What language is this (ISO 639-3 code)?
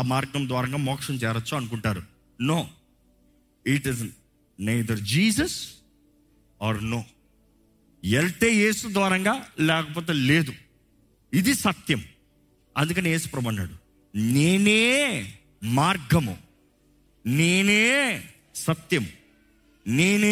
tel